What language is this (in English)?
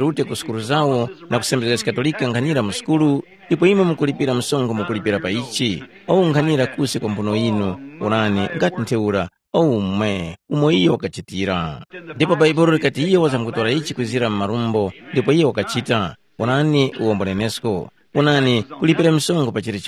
Tumbuka